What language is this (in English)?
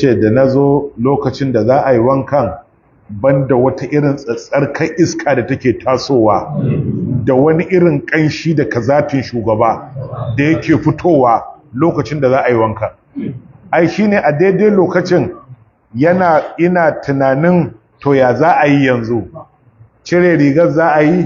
Hausa